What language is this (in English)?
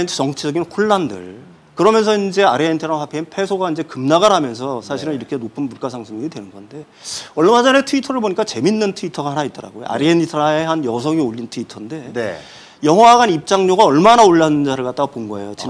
Korean